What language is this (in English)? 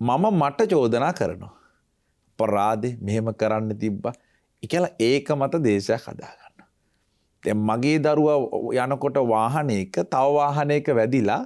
Sinhala